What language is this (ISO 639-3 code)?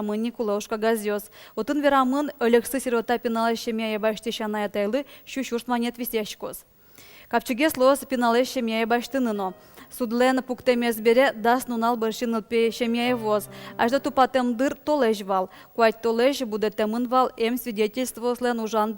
udm